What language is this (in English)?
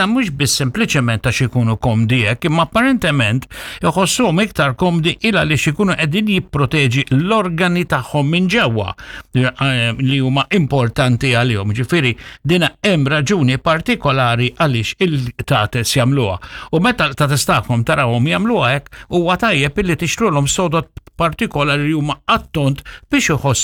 Maltese